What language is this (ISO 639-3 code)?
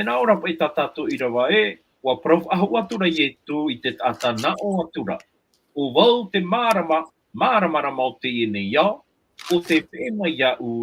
tah